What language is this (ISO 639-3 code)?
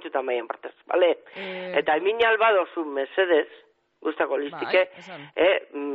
eus